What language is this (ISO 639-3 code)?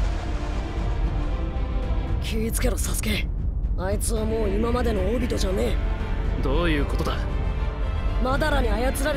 jpn